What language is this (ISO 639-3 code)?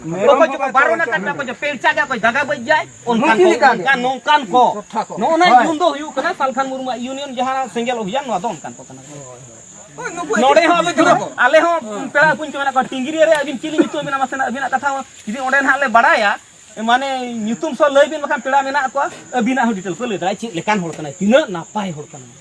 sat